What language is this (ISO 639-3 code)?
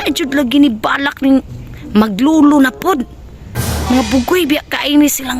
ceb